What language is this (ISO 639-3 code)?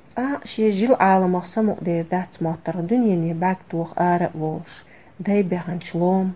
che